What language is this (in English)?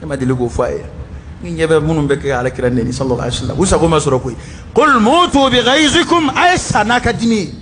Bambara